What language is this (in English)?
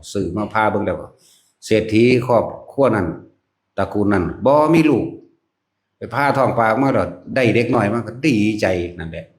Northeastern Thai